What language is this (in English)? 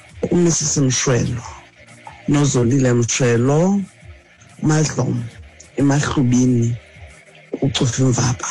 Xhosa